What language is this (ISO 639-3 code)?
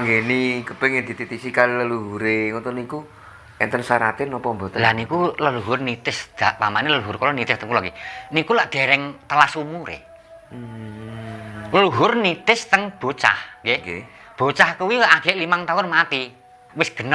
jav